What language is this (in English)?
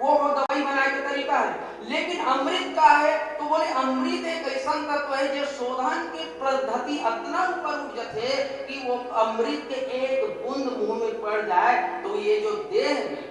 Chhattisgarhi